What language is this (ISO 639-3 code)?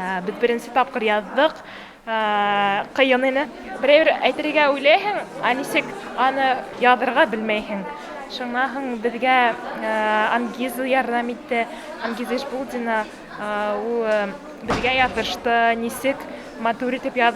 bak